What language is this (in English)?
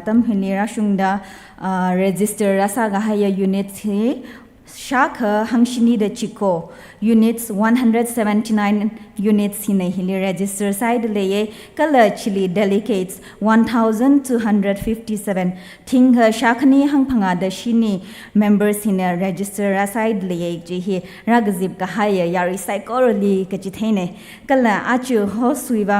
Tangkhul Naga (India)